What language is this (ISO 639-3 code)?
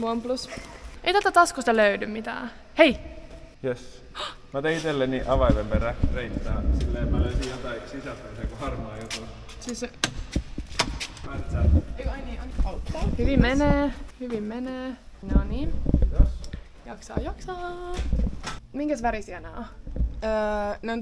fin